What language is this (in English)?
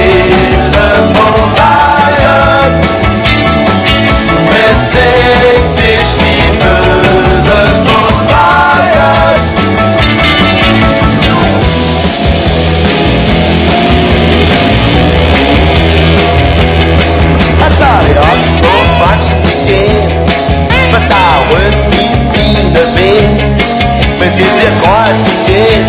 Danish